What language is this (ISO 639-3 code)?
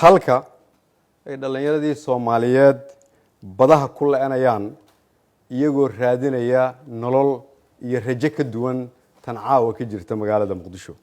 som